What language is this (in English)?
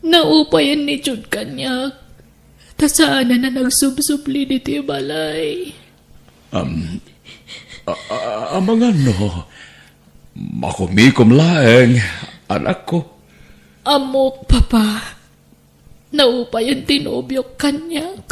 Iloko